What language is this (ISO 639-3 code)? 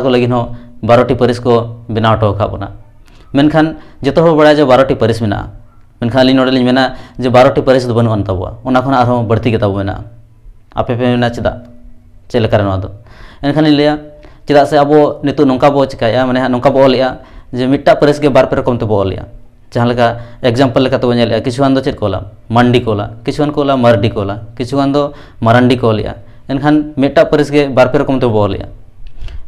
sat